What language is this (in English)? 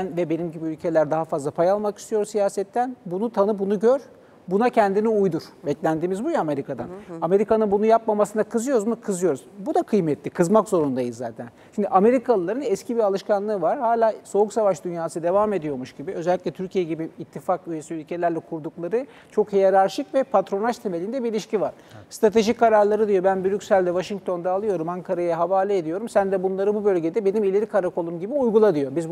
Turkish